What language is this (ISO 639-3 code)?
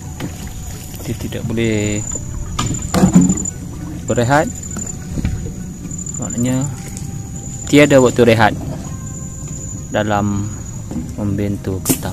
msa